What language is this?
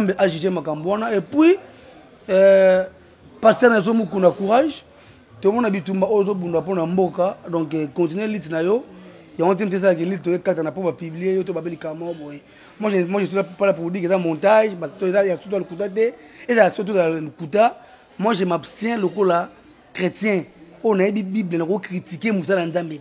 Lingala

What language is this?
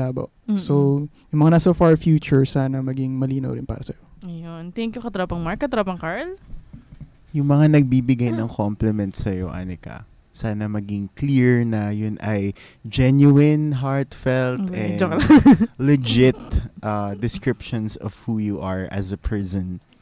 Filipino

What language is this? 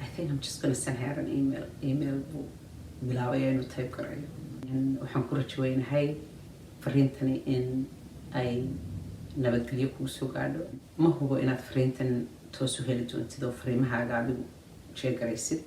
Somali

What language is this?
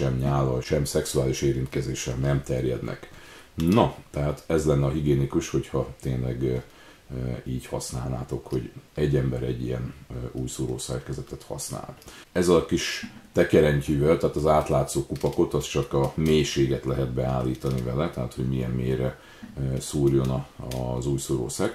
Hungarian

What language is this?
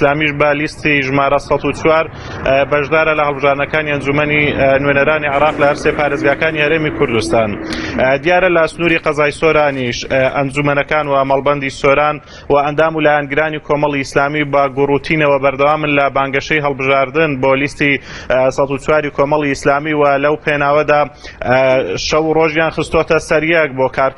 Central Kurdish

